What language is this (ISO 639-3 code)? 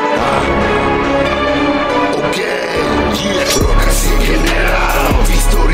ces